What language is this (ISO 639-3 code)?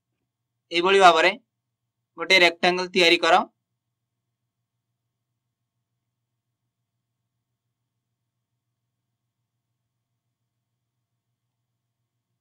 ori